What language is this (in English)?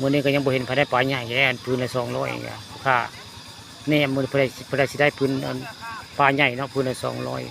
Northeastern Thai